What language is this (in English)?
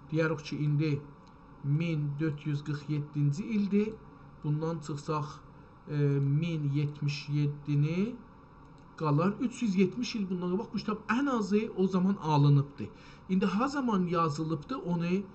South Azerbaijani